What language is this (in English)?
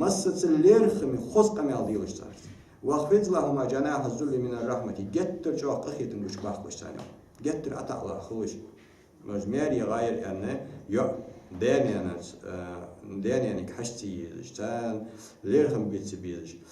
Ingush